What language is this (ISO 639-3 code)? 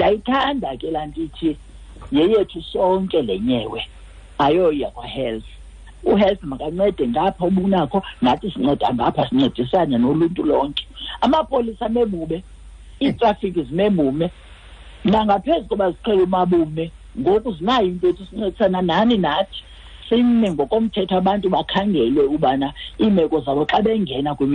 xho